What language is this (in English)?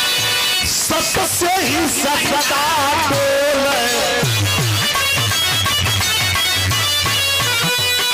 Bhojpuri